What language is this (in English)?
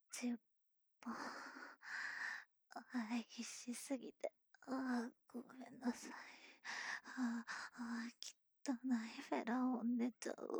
Japanese